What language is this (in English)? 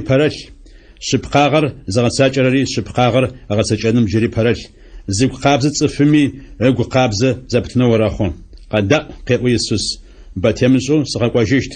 Adyghe